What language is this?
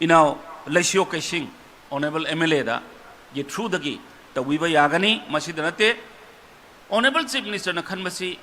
Manipuri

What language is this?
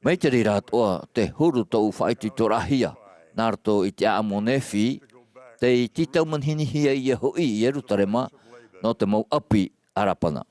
Tahitian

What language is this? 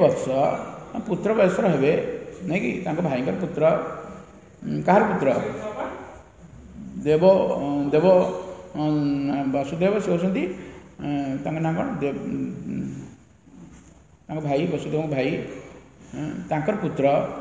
Odia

